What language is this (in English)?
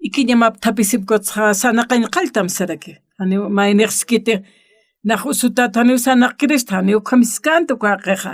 Aymara